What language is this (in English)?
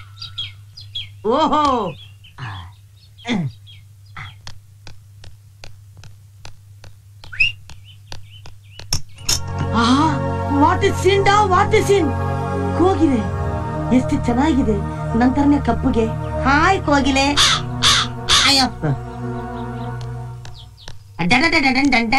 Kannada